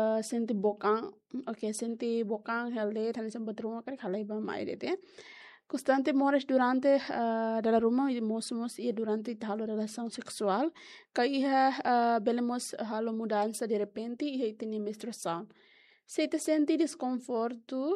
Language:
Tetum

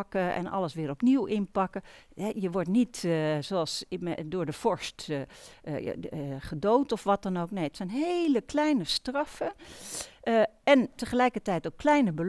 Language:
Dutch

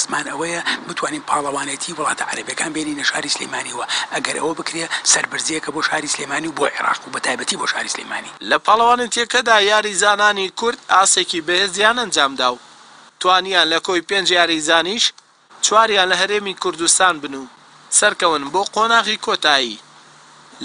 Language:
Central Kurdish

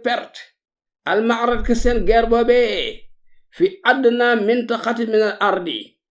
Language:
Wolof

